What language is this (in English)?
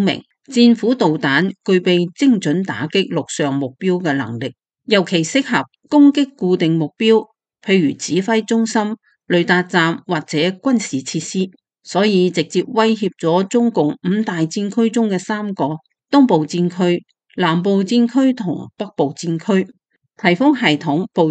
Cantonese